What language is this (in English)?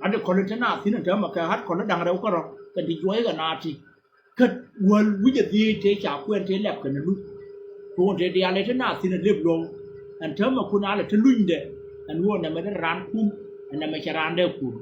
Nuer